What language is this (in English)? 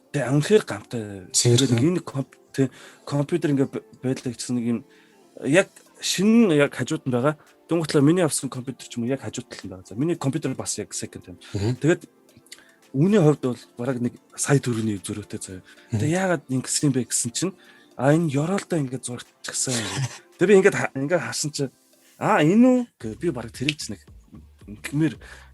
Mongolian